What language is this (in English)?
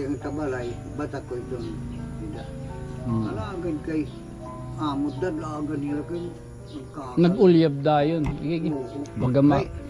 Waray